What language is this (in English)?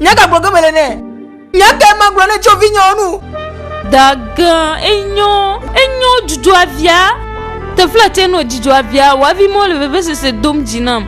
Ewe